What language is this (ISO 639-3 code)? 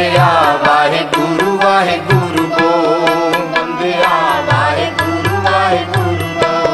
pan